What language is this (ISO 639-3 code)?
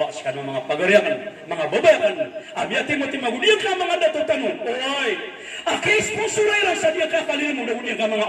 mrw